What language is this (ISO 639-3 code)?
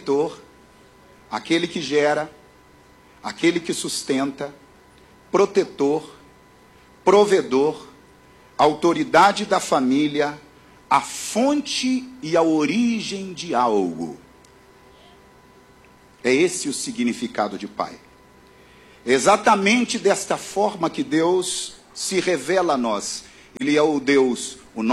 por